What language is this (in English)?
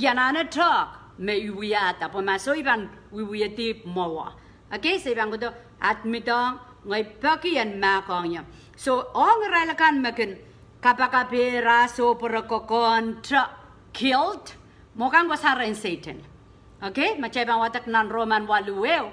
Pohnpeian